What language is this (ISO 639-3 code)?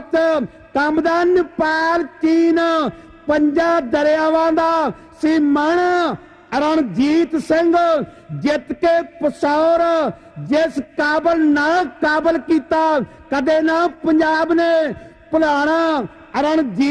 pan